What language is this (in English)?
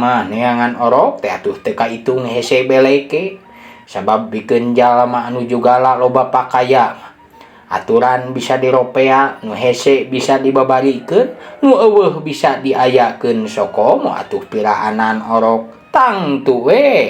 Sundanese